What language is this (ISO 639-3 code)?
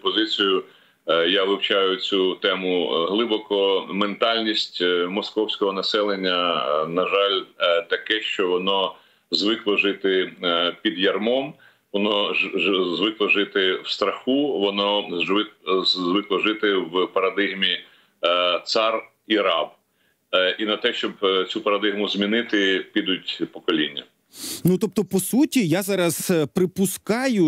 ukr